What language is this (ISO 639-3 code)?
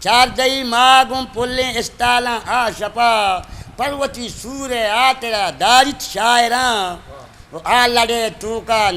bgp